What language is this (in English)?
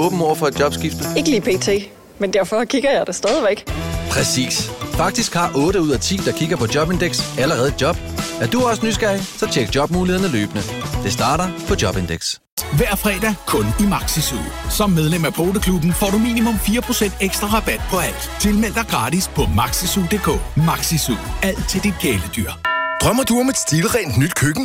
Danish